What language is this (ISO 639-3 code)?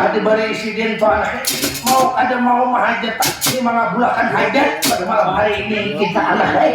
bjn